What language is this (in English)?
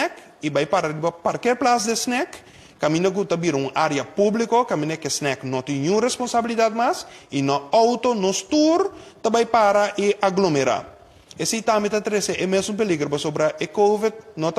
Papiamento